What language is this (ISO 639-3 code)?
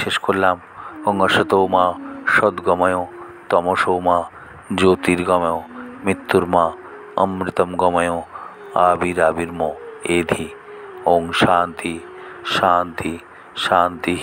ben